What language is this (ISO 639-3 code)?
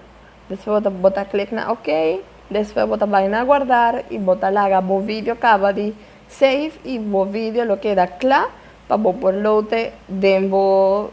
pap